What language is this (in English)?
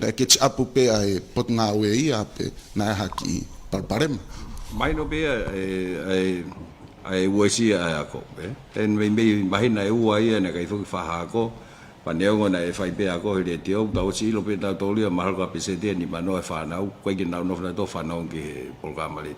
Tongan